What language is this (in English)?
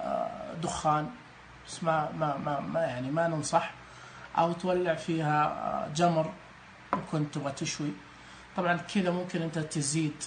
Najdi Arabic